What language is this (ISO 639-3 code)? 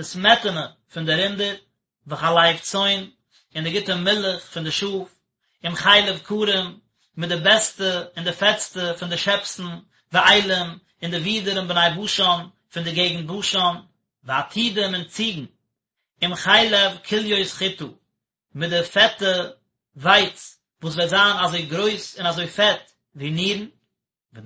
yid